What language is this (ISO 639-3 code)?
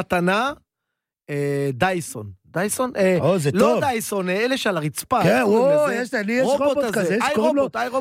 heb